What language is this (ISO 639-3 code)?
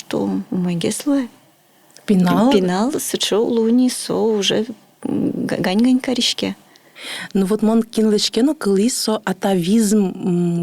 udm